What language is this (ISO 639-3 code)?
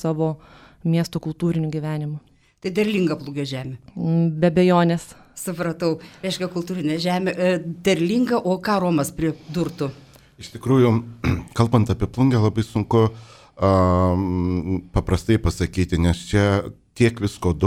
lit